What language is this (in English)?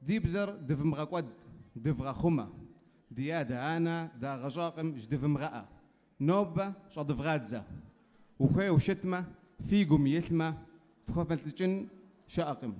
Kabardian